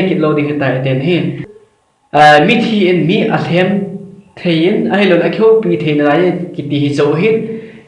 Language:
Thado Chin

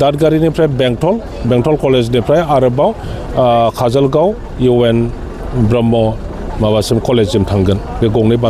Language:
Bodo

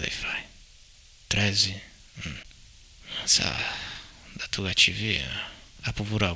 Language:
Sardinian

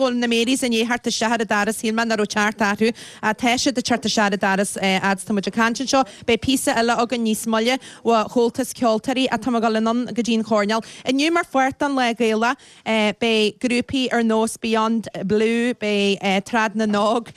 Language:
Irish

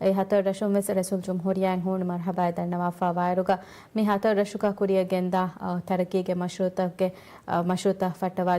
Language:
Divehi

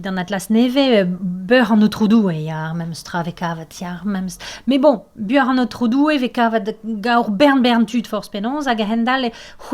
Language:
Breton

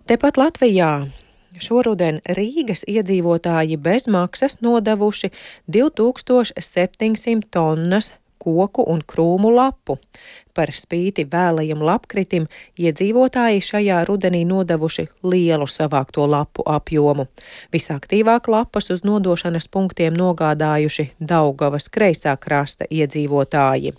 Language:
Latvian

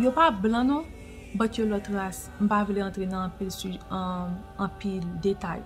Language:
Haitian Creole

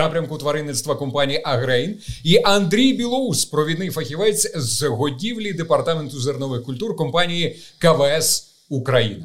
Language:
Ukrainian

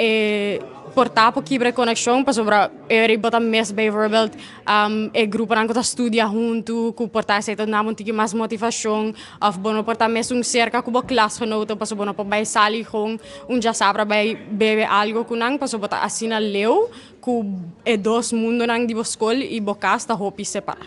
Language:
Papiamento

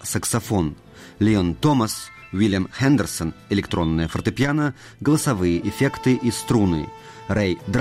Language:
Russian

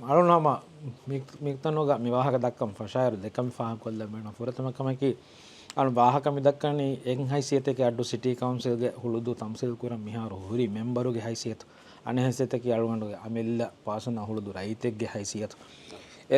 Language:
Divehi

